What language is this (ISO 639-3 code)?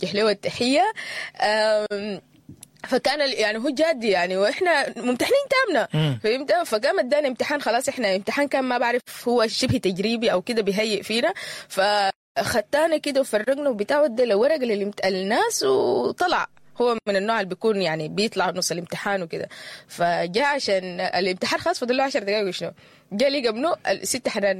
apd